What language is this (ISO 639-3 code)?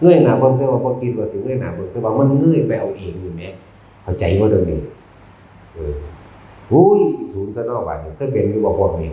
tts